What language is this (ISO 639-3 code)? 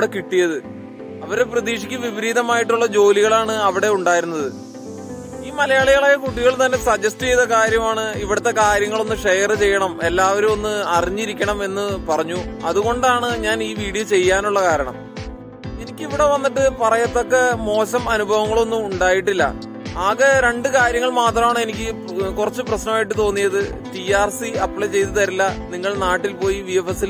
mal